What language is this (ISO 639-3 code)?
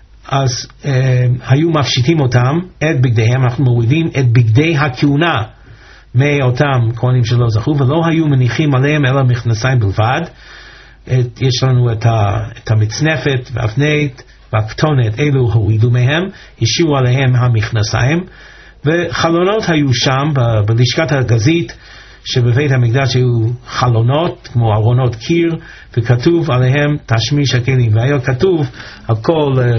heb